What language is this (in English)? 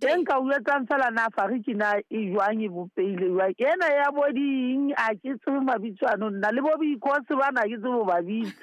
Southern Sotho